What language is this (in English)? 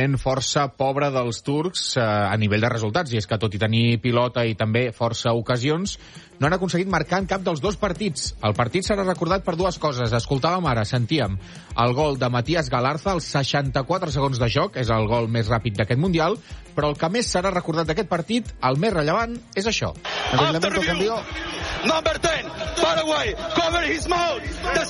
Catalan